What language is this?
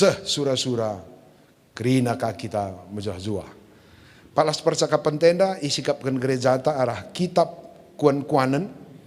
Batak Karo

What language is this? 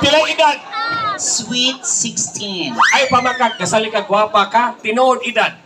Cebuano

